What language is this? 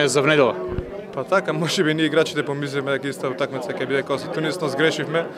Macedonian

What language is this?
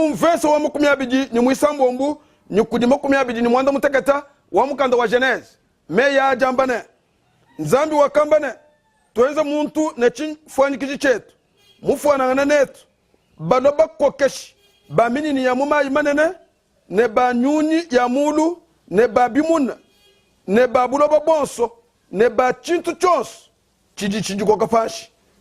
Luba-Lulua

